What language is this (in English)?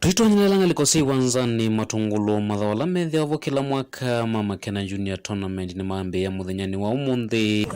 Kamba